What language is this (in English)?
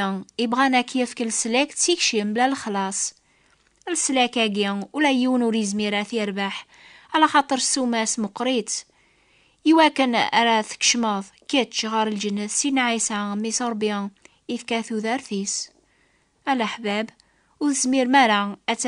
Kabyle